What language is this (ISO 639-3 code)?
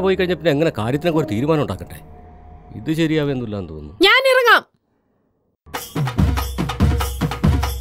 mal